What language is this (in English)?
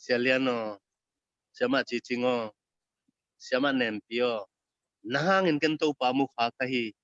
Tedim Chin